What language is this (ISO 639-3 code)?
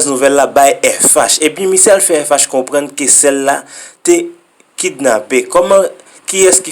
hat